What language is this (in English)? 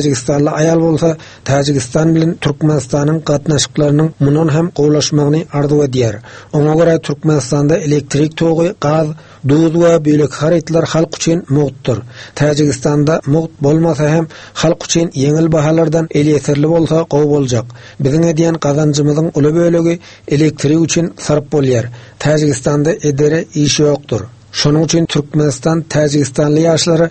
Turkmen